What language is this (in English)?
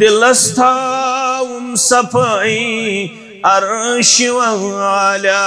Kashmiri